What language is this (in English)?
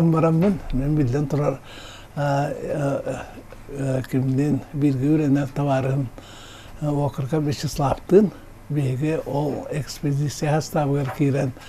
Yakut